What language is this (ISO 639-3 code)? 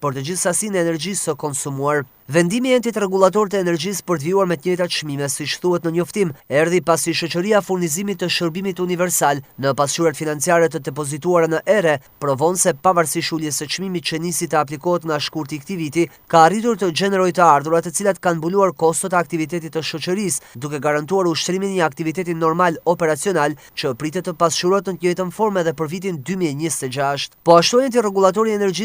sqi